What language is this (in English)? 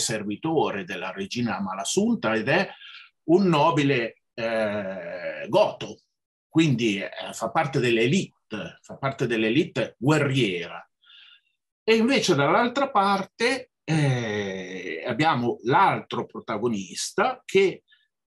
Italian